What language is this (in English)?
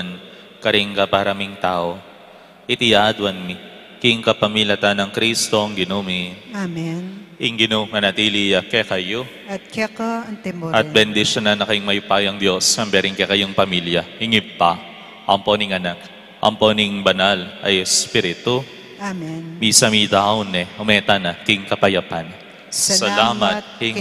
Pampanga